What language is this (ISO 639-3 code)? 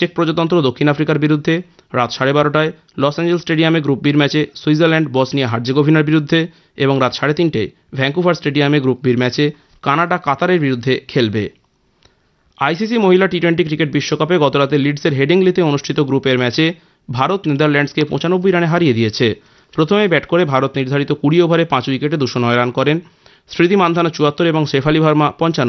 ben